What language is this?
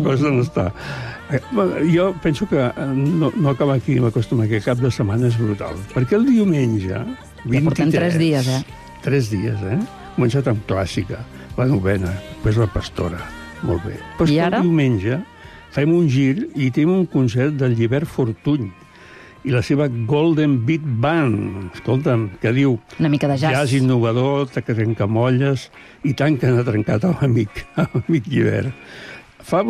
Catalan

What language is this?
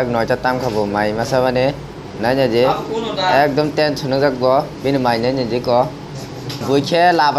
Kok Borok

